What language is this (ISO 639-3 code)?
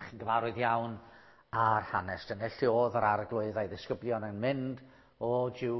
cym